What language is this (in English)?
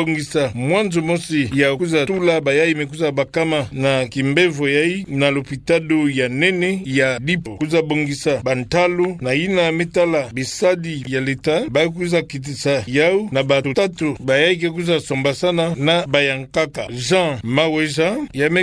Kituba (Democratic Republic of Congo)